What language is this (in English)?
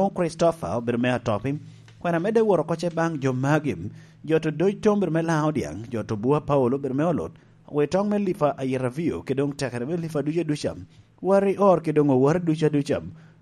Lango (Uganda)